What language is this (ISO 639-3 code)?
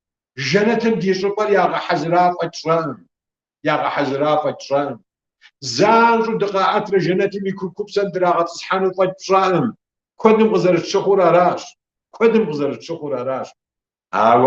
kbd